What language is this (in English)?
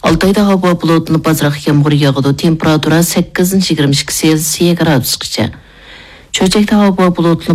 Uyghur